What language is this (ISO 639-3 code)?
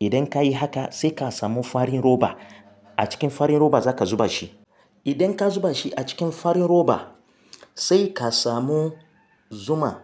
hau